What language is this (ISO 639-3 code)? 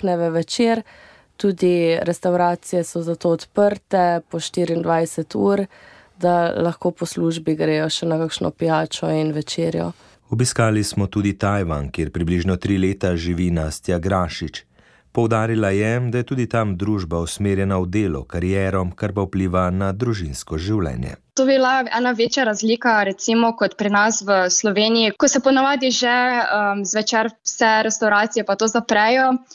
slv